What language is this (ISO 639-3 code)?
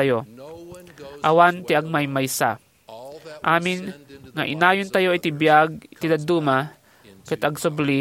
ilo